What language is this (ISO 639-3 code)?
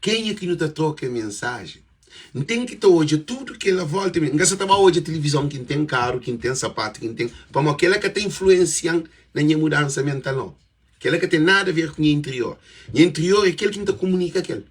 kea